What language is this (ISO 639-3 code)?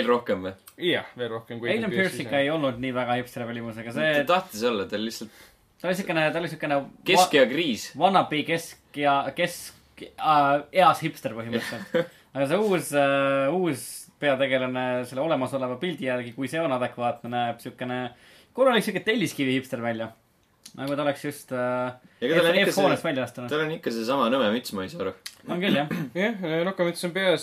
est